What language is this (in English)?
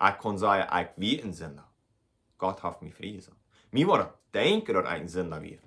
Plautdietsch